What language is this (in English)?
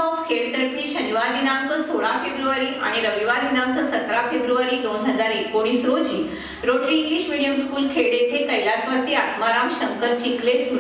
Marathi